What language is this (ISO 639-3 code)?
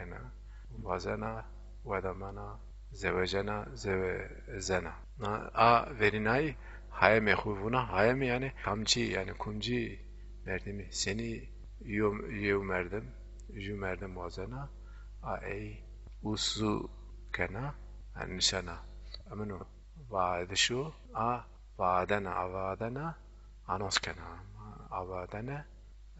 zza